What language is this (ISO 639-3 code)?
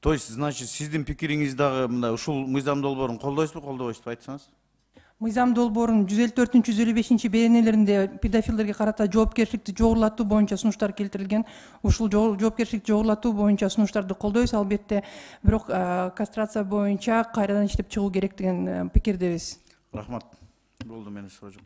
kir